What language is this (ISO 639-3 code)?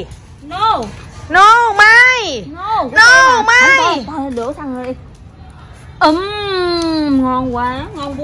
vie